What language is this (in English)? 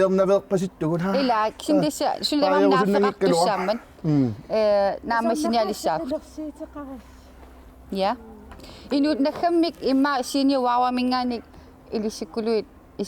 Kalaallisut